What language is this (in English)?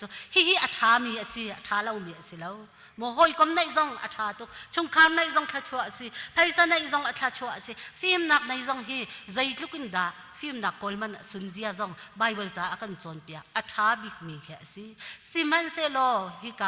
Hakha Chin